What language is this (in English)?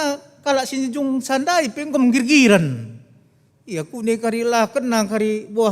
Batak Karo